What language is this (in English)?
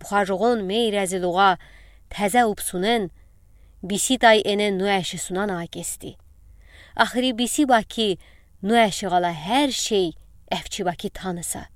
Udi